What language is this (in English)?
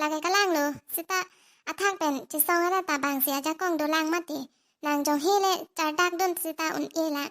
Karbi